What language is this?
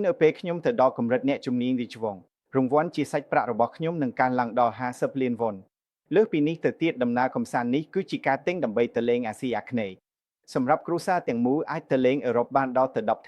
Khmer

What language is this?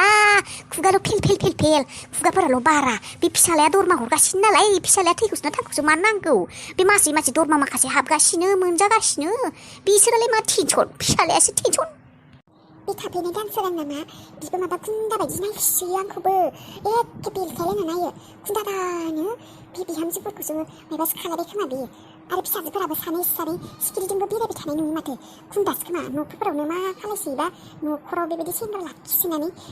Bodo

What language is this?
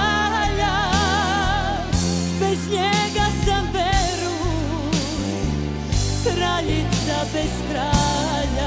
Serbian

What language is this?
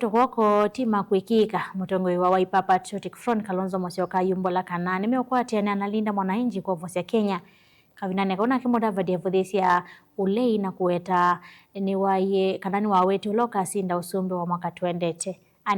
Kamba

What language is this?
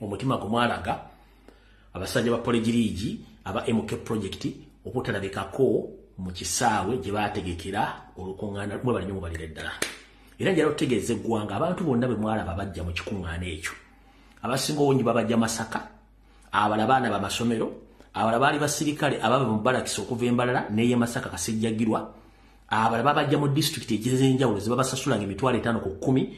Ganda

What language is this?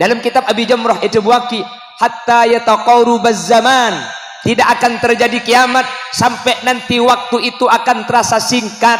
Madurese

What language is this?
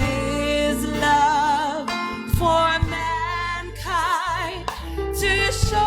Samoan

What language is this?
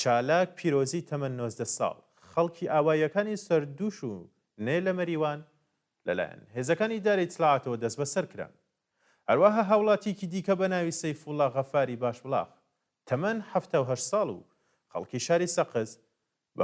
Central Kurdish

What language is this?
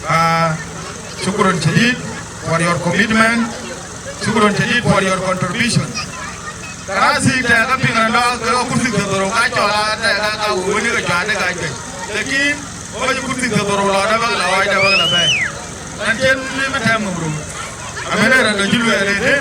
Dinka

